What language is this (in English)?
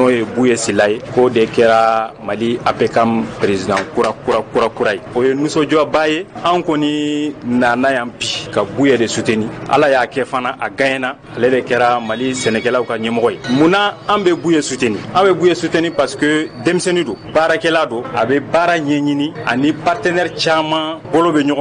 Bambara